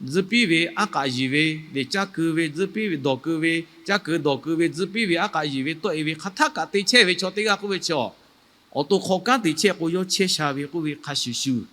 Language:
Lahu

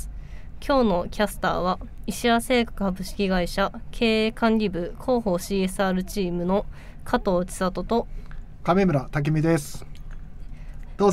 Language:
Japanese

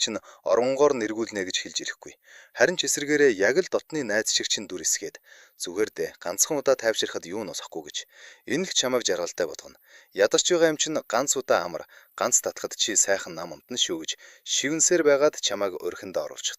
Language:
Mongolian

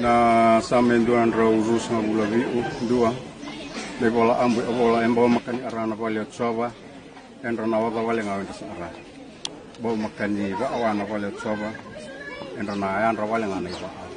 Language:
Fijian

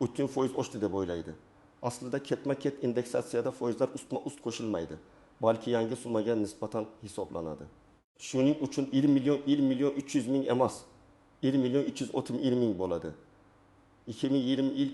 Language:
Uzbek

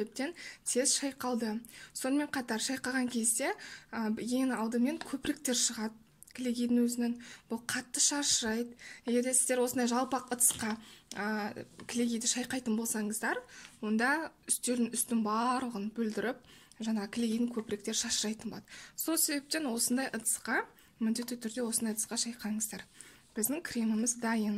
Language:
Kazakh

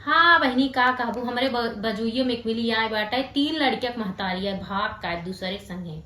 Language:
Awadhi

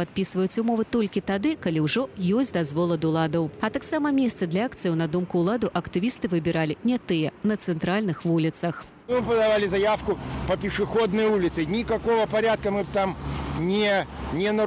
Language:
Belarusian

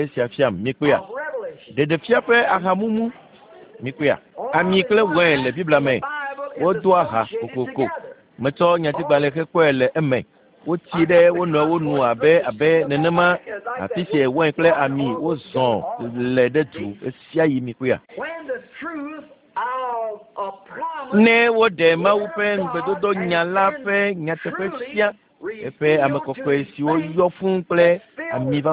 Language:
Ewe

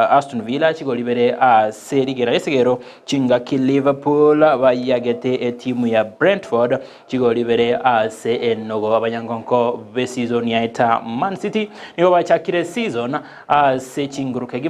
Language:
Gusii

